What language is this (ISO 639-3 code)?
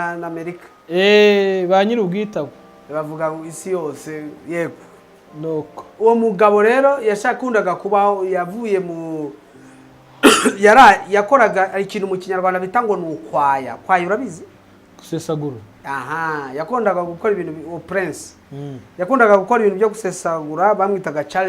kin